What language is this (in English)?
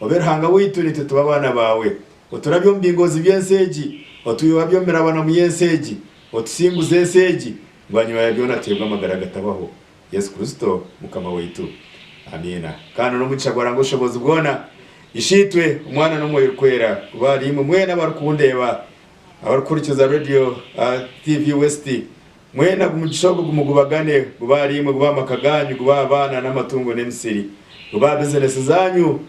Nyankole